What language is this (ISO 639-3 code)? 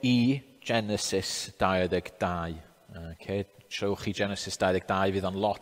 cym